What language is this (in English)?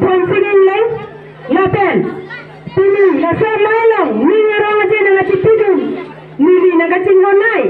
Karbi